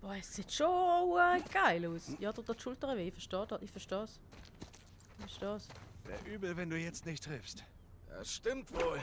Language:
Swiss German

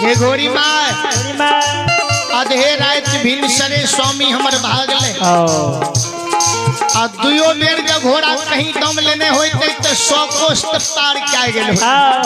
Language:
Maithili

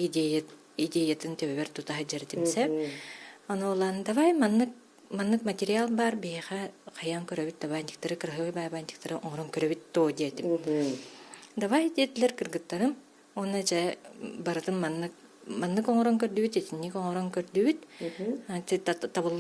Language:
Yakut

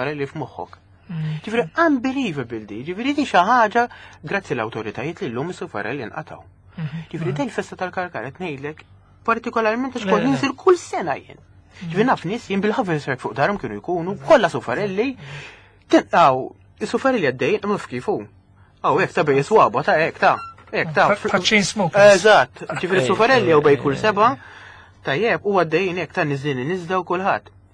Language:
Maltese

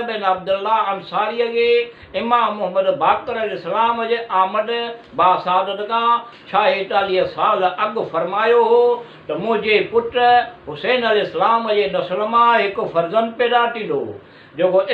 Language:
Sindhi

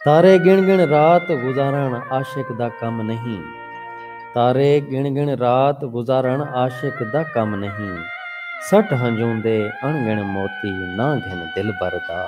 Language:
Saraiki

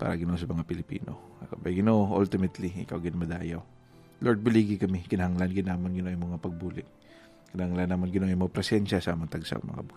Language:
Hiligaynon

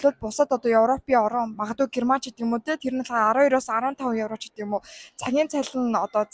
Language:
Mongolian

